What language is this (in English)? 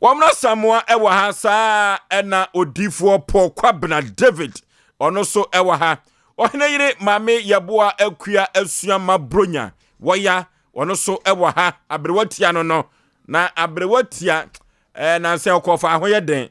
Akan